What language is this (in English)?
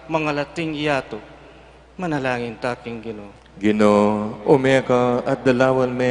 Pampanga